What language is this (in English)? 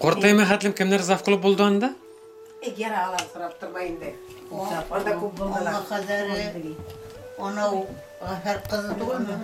Bashkir